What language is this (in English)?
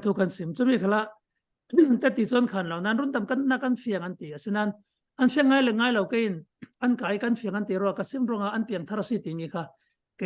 Falam Chin